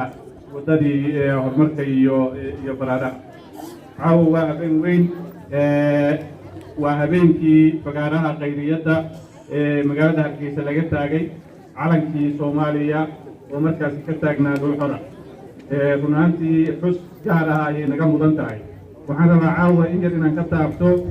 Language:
Somali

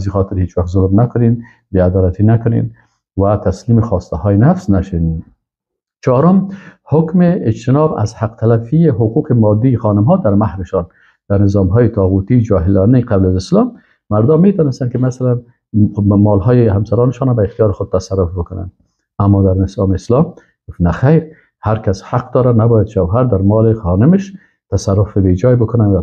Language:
Persian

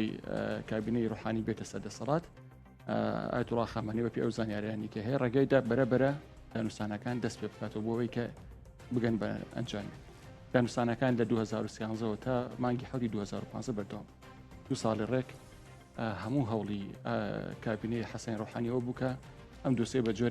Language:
Central Kurdish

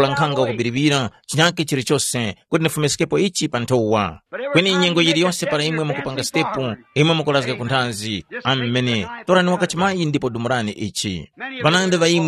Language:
Tumbuka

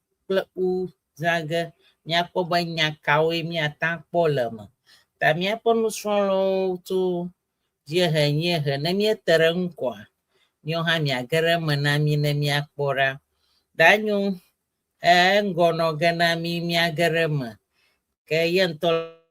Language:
Ewe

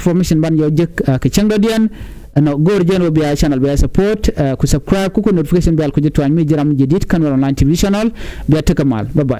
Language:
Nuer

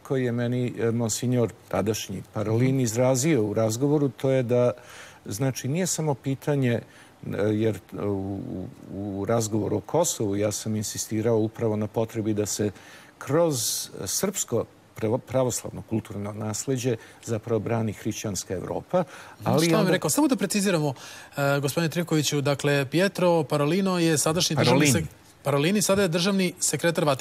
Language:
Serbian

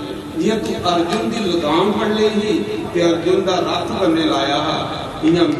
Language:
Dogri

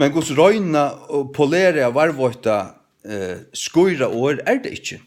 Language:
Faroese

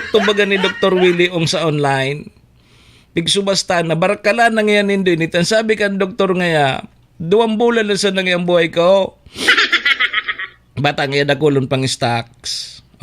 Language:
Bikol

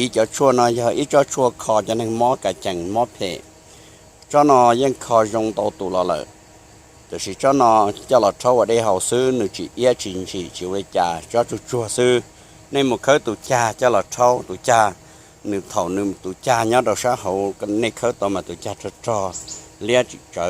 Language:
Hmong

